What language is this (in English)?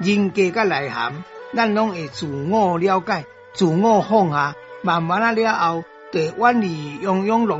Min Nan Chinese